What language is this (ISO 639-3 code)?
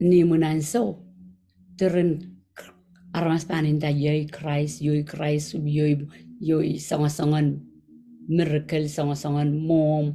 pon